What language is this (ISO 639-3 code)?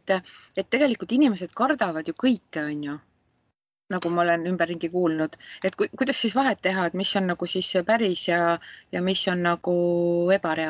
est